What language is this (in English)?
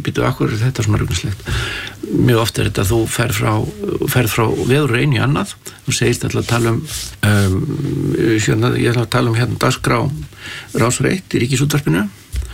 Icelandic